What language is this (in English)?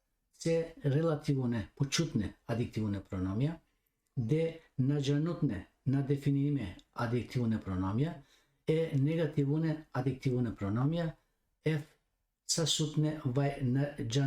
Balkan Romani